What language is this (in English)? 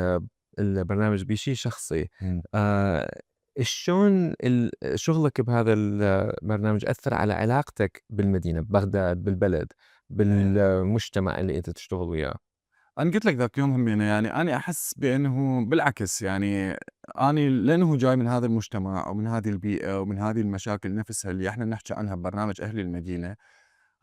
Mesopotamian Arabic